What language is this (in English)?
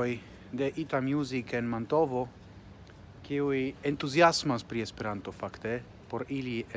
Esperanto